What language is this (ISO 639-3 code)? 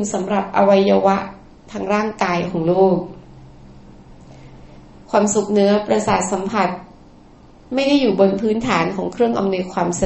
tha